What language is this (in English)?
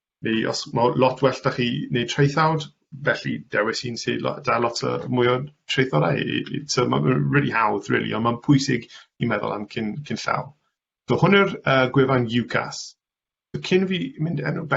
Welsh